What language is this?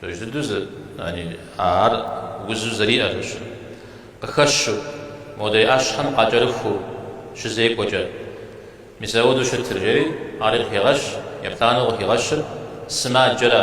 Kabardian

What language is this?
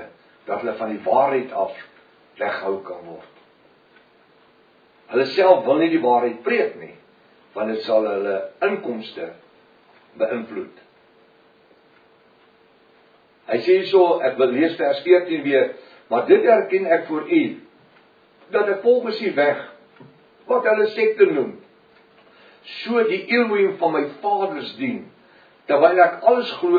Afrikaans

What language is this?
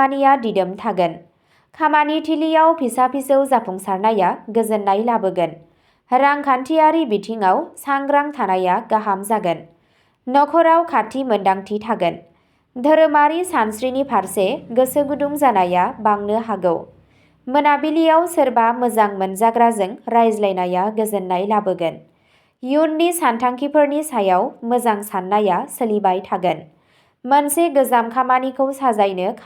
Bodo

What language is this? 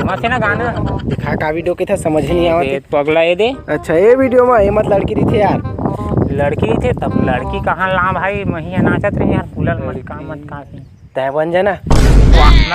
Chhattisgarhi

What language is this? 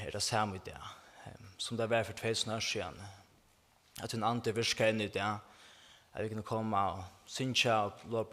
Faroese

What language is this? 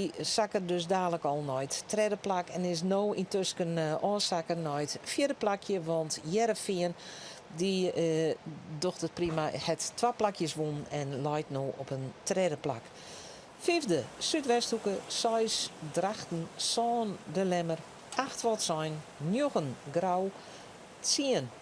Western Frisian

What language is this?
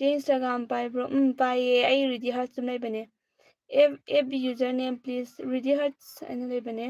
Manipuri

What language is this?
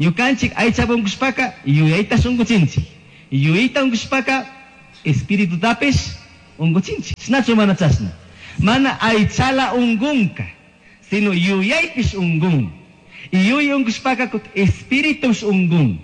Chimborazo Highland Quichua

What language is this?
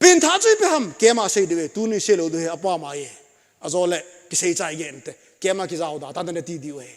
Thado Chin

